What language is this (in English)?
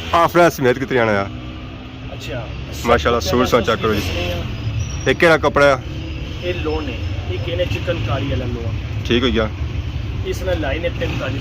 Pahari-Potwari